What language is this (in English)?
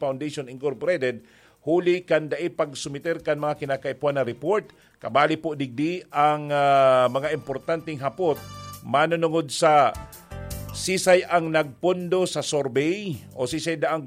Bikol